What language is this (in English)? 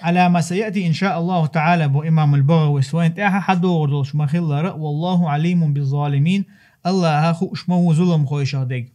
Chechen